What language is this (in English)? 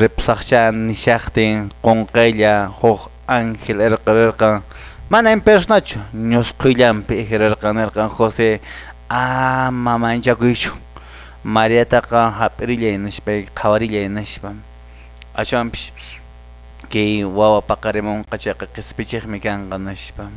Quechua